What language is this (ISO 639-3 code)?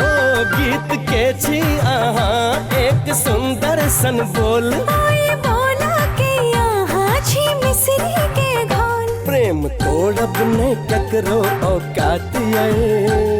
mai